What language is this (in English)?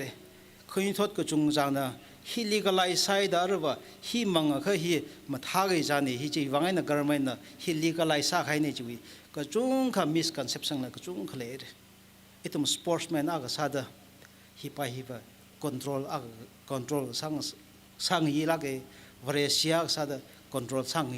Tangkhul Naga (India)